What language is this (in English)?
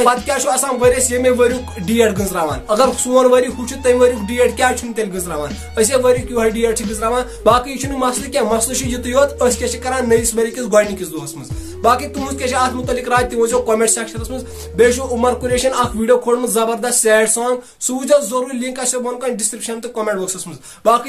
Kashmiri